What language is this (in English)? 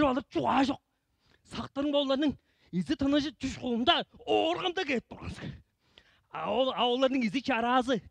Tuvinian